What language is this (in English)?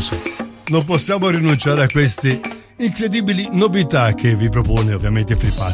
Italian